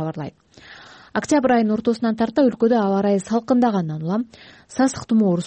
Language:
Kyrgyz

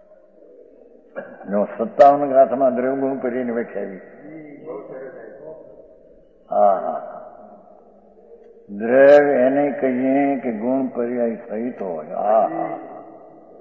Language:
Gujarati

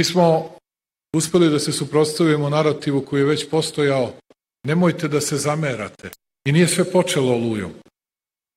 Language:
Bosnian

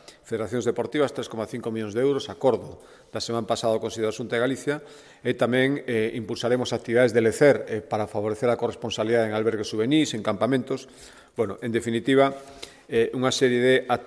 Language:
Galician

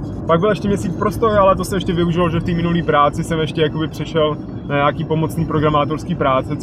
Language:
Czech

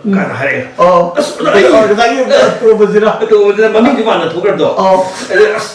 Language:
Manipuri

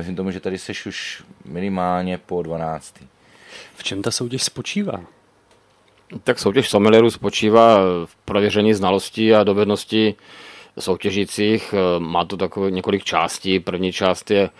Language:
Czech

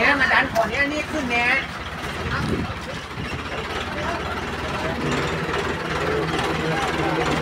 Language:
Thai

